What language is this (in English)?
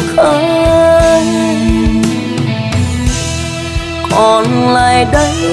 Vietnamese